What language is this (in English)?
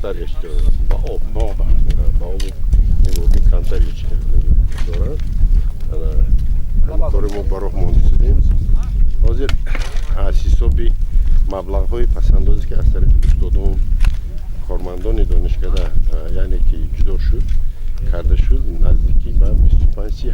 Tajik